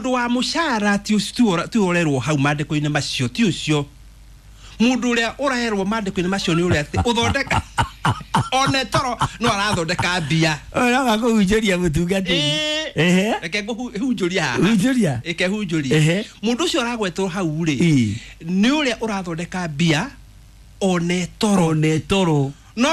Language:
Kikuyu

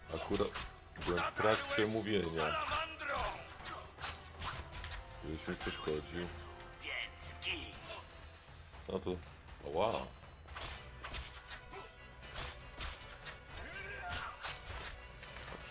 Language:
Polish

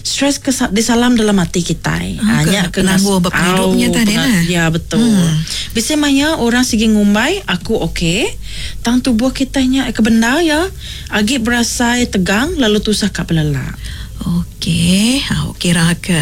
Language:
Iban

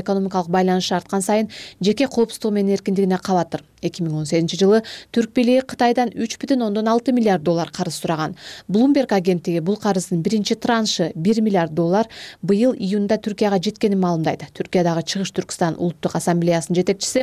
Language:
Kyrgyz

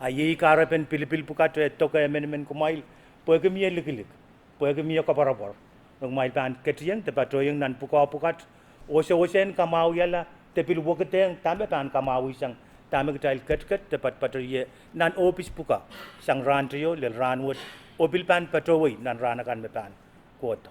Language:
Pohnpeian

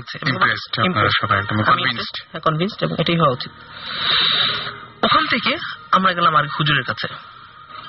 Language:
Bangla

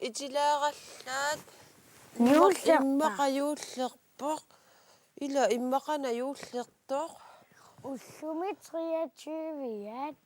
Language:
Kalaallisut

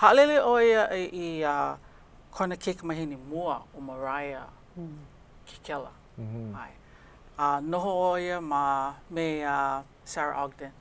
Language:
Hawaiian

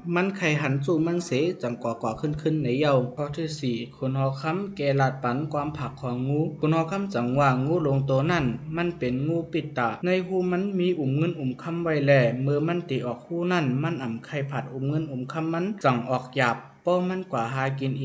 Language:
Shan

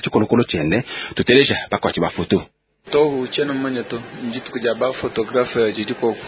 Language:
Luba-Lulua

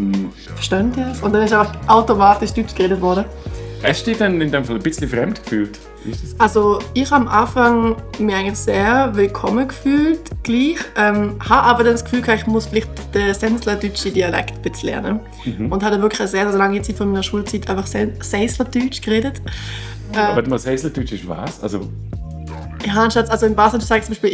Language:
Swiss German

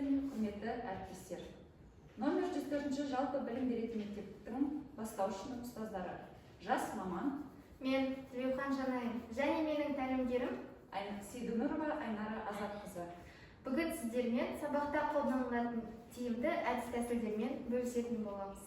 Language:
Kazakh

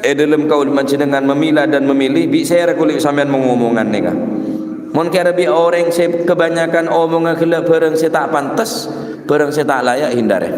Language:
Madurese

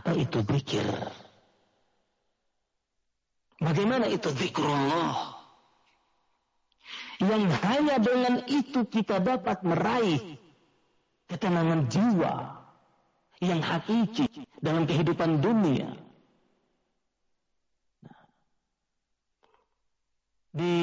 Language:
Indonesian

